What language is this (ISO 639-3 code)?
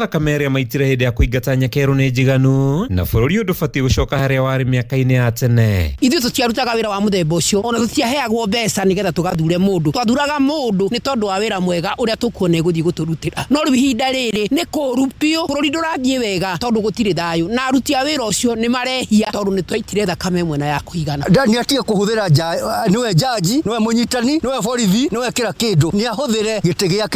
kik